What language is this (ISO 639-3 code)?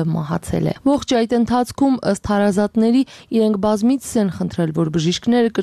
hye